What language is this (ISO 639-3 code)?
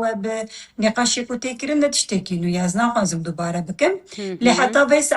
kur